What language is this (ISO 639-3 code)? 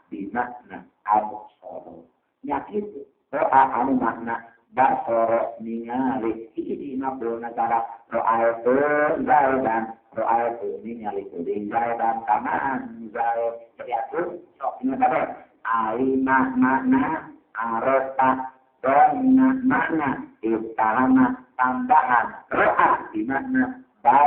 sun